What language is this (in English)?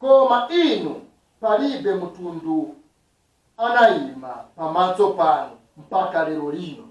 Nyanja